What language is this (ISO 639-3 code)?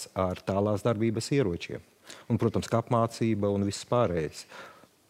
lav